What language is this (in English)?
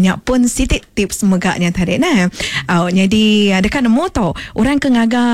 Iban